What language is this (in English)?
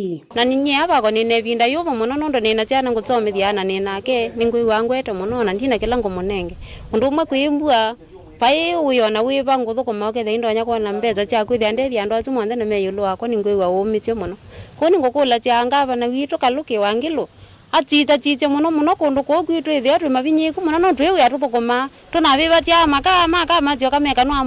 Kamba